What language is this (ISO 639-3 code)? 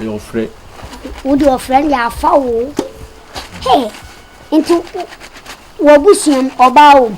aka